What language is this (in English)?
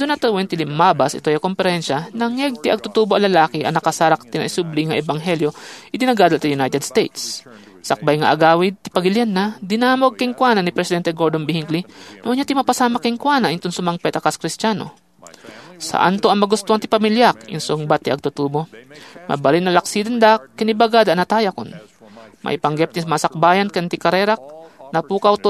Iloko